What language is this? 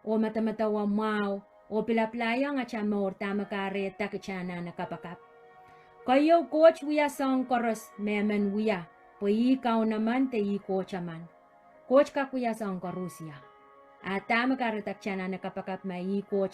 Pohnpeian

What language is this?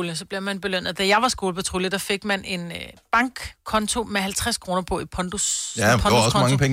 Danish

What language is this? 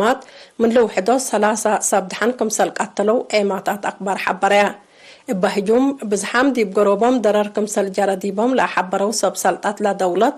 Tigre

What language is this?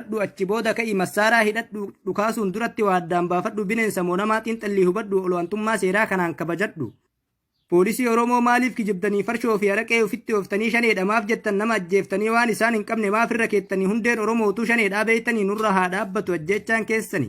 Oromo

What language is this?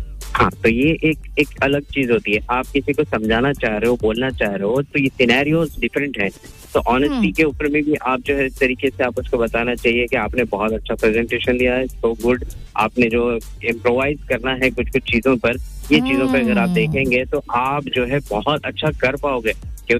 Hindi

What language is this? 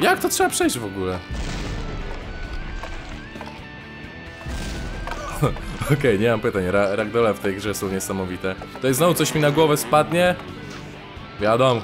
Polish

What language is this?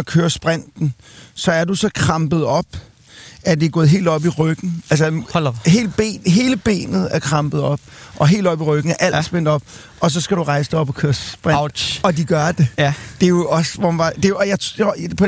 Danish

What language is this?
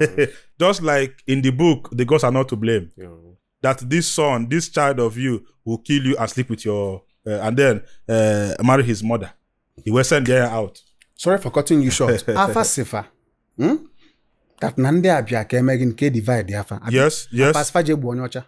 Igbo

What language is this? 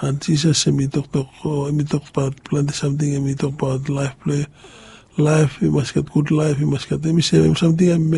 Bislama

